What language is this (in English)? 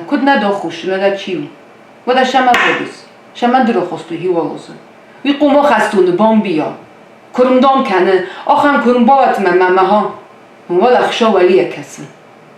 Ossetic